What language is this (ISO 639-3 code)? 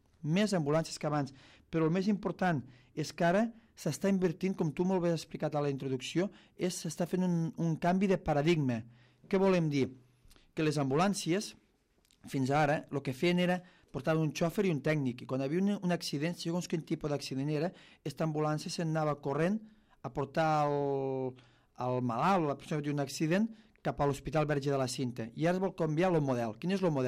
cat